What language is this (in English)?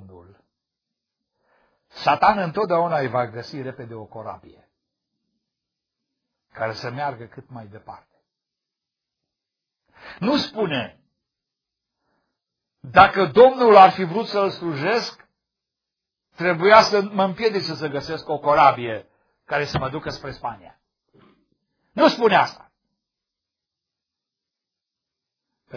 Romanian